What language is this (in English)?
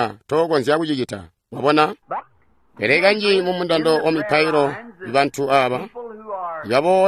Tonga (Zambia)